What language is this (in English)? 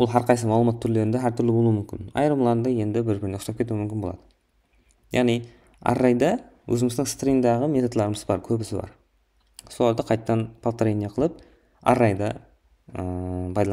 Kara-Kalpak